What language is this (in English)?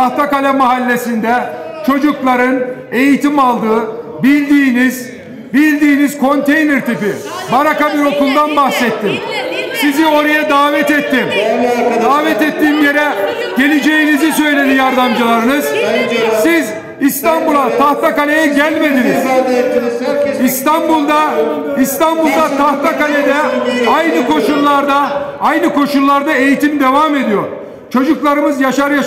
Turkish